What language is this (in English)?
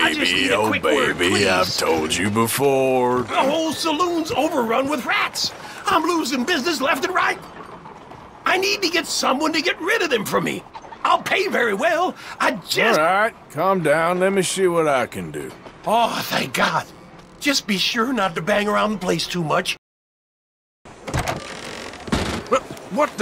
English